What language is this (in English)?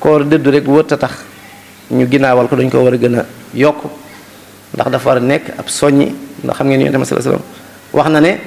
Wolof